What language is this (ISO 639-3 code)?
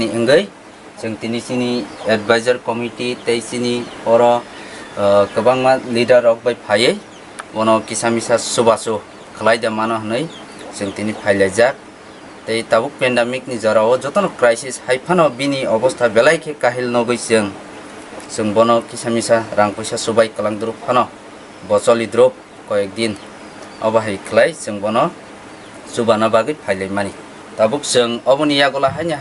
trp